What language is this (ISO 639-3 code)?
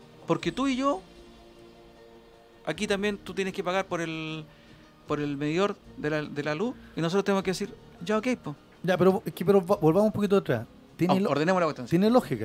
spa